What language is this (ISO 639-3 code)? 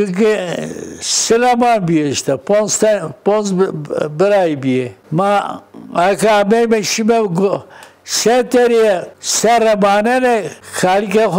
zza